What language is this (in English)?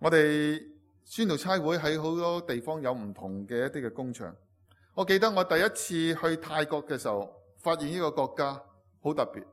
Cantonese